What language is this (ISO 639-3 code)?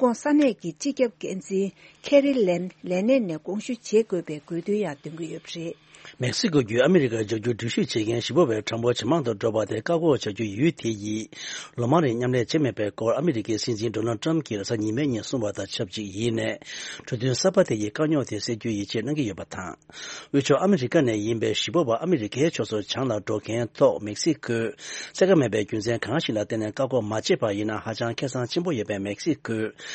bod